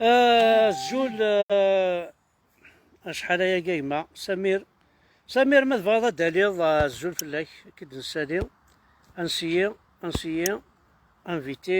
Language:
Kabyle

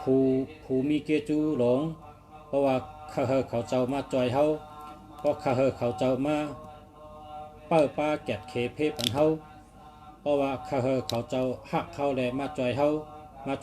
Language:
Shan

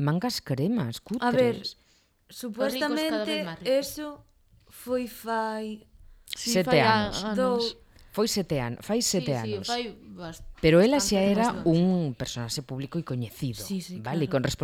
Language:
Galician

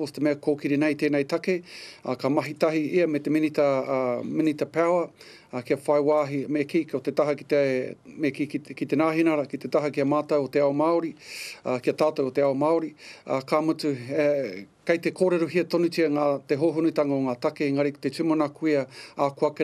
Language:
Māori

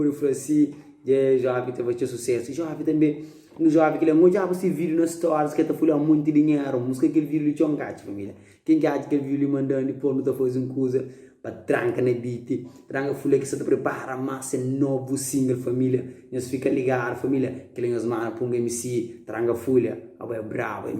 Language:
Kabuverdianu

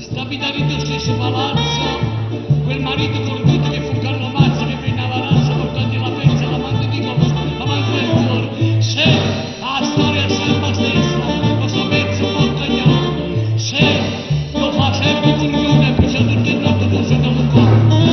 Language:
Neapolitan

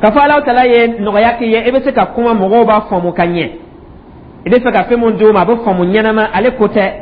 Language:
Dyula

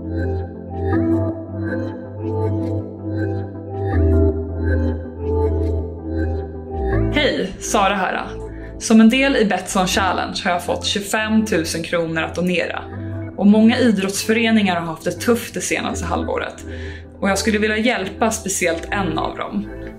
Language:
Swedish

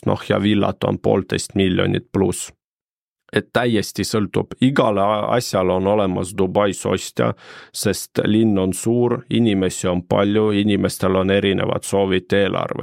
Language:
Estonian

